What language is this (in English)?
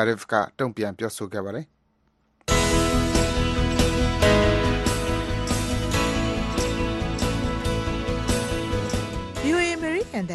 Burmese